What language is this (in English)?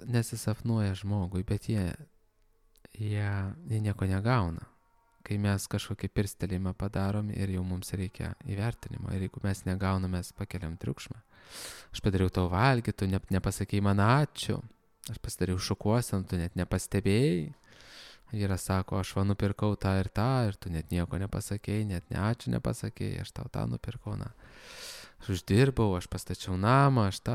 Lithuanian